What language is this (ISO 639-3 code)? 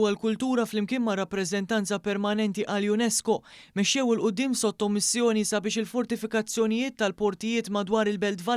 mlt